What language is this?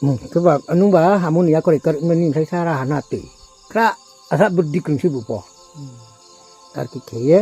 Riang (India)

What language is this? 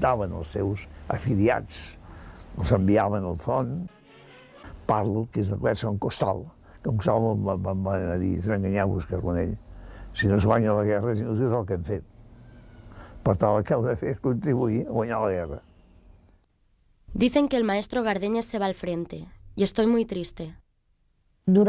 Catalan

